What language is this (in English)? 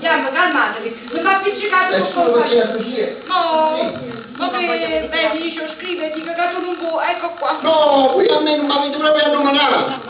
Neapolitan